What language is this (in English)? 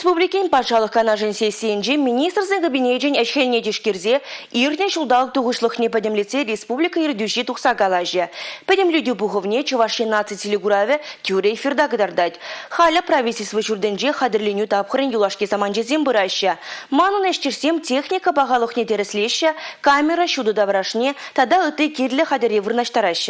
Chuvash